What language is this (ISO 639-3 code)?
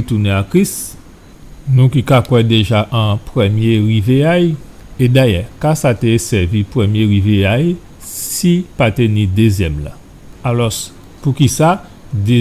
gcf